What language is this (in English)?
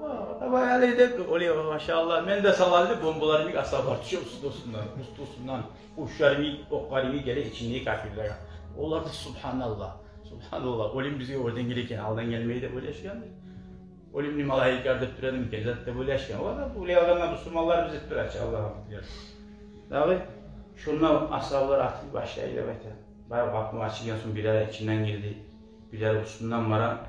Kumyk